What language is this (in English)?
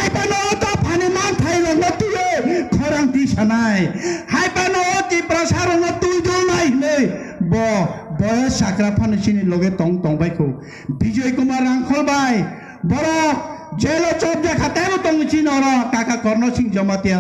Kok Borok